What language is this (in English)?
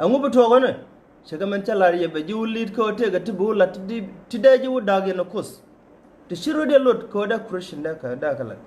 Nuer